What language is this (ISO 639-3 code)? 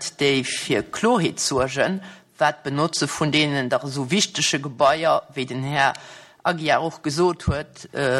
ltz